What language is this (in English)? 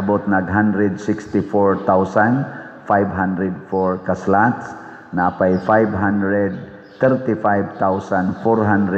Cebuano